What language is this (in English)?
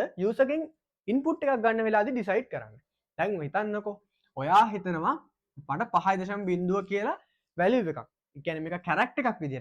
Sinhala